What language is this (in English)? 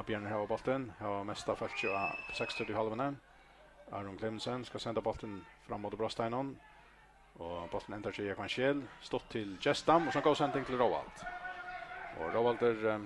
Faroese